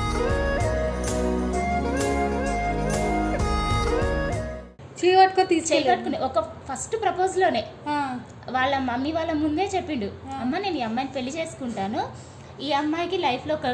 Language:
Telugu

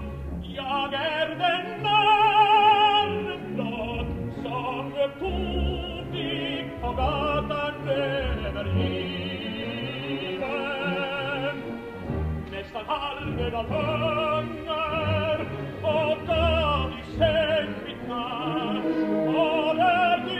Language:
Swedish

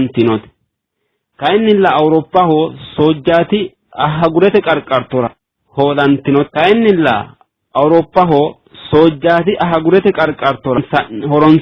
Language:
Sidamo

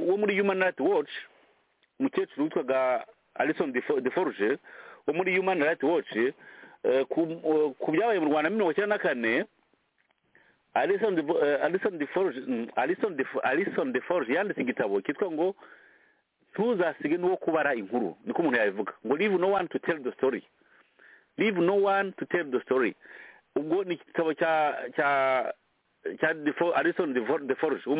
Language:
Kinyarwanda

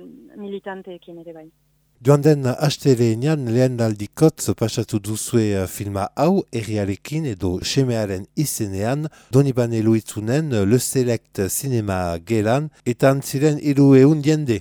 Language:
Basque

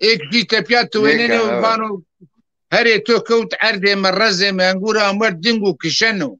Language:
Zaza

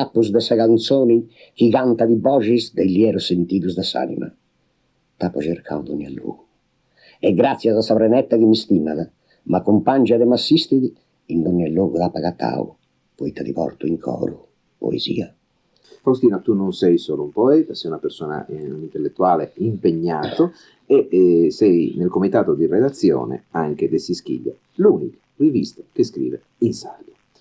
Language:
Sardinian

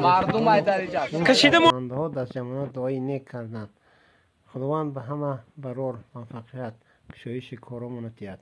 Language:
Tajik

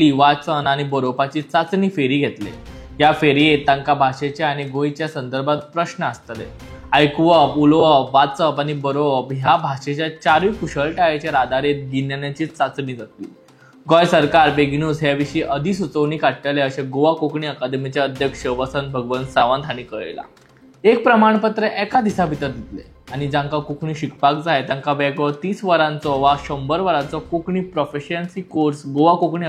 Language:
Konkani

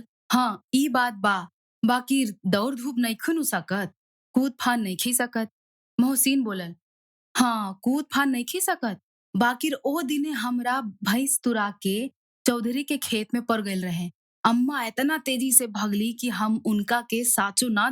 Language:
Bhojpuri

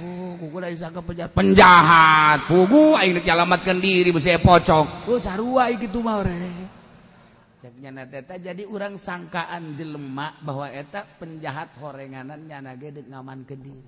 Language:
Sundanese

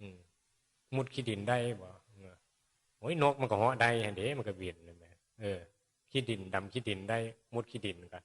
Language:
Northeastern Thai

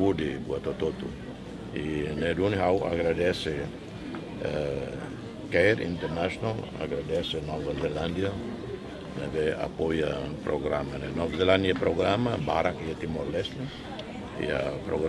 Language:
Tetum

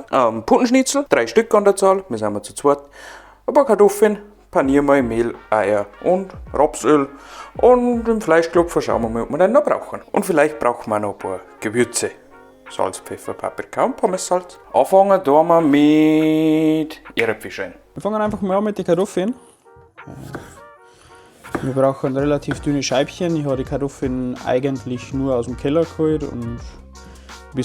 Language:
Bavarian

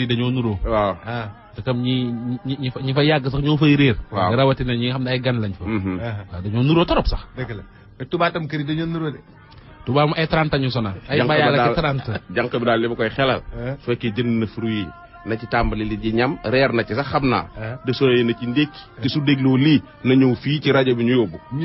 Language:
Wolof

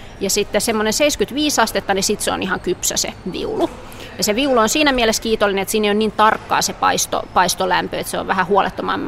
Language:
Finnish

